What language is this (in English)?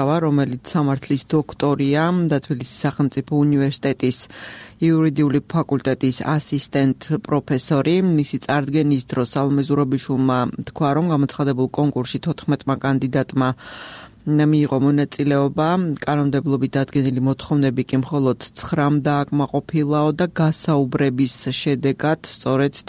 Georgian